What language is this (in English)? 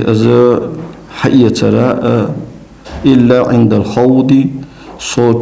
Ingush